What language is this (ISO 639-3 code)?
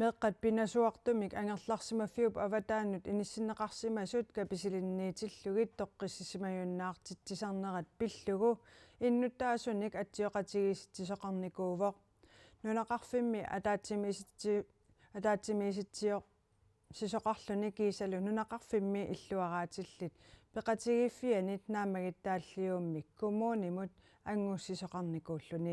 kal